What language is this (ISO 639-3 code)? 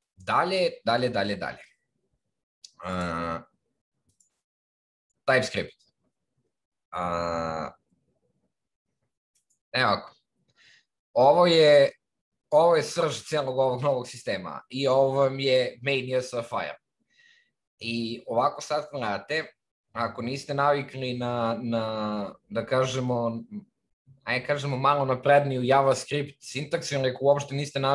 srp